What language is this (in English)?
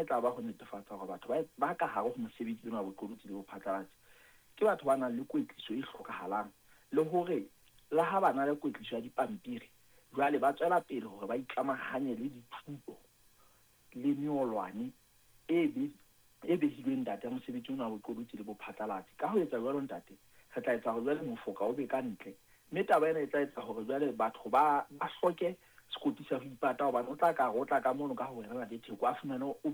Southern Sotho